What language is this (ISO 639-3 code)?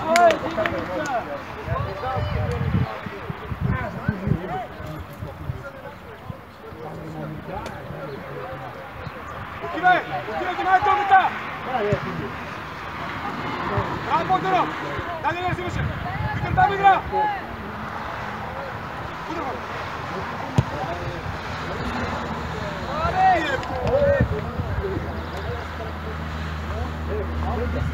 bul